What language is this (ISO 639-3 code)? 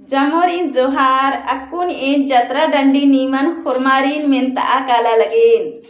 kru